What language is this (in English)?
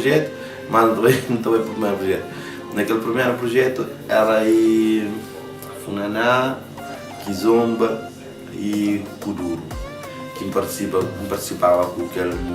Kabuverdianu